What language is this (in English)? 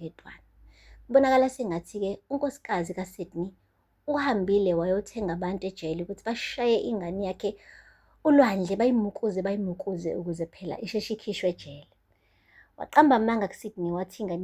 Zulu